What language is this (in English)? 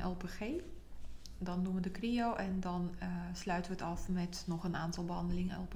Dutch